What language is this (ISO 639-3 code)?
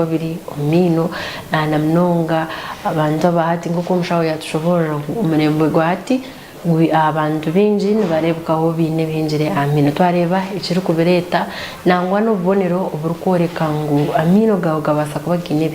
nyn